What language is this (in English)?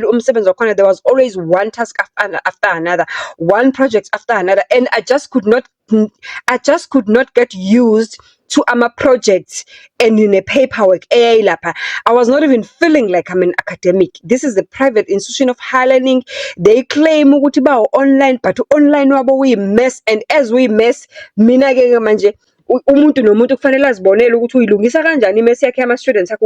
Zulu